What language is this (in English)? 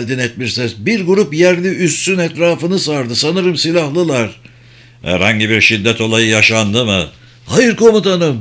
Turkish